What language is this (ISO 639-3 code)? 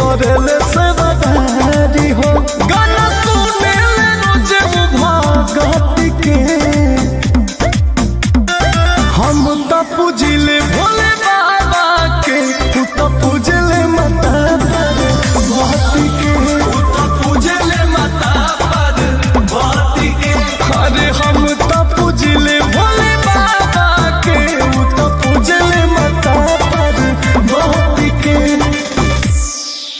bho